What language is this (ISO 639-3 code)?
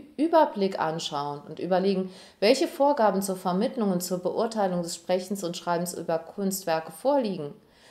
deu